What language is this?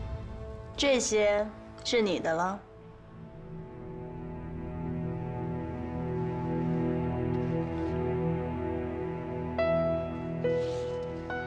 Chinese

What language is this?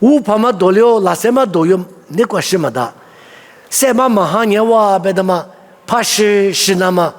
Lisu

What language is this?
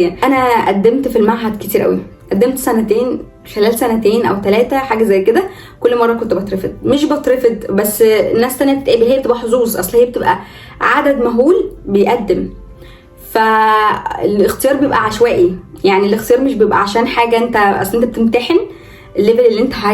Egyptian Arabic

